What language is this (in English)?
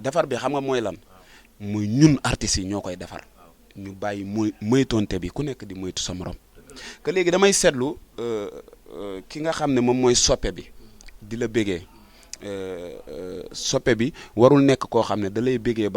Wolof